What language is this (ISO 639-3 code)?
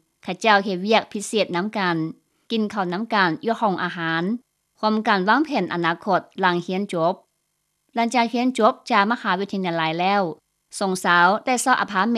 lao